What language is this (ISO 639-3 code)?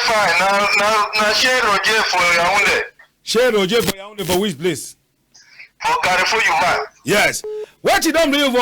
wes